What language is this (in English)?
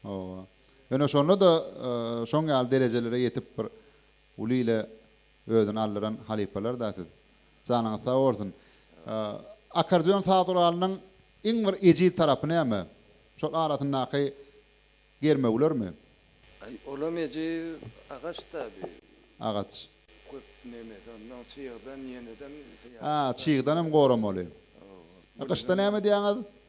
Turkmen